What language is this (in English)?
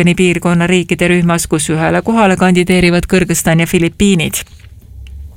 Estonian